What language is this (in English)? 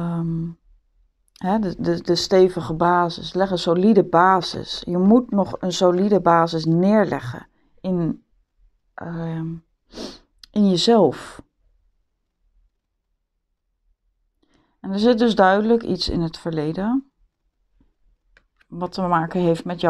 Dutch